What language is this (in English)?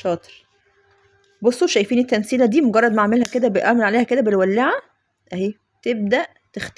Egyptian Arabic